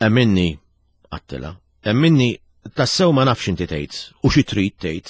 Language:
Maltese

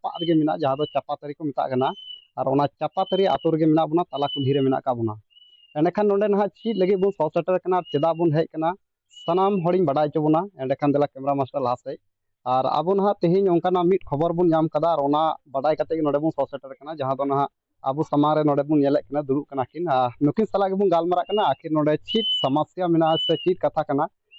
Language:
Santali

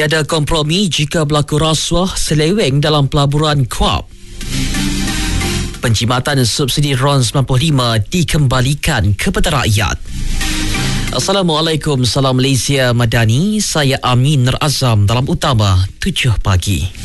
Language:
Malay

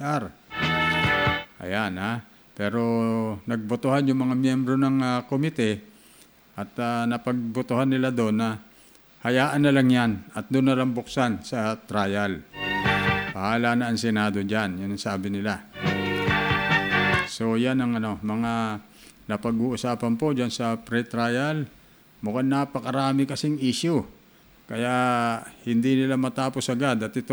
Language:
Filipino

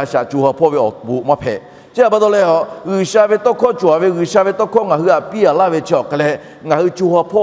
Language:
Lahu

